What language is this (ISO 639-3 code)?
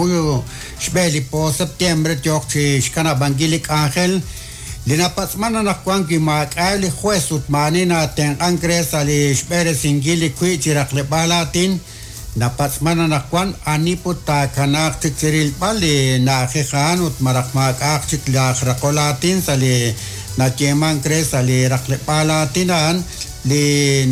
kek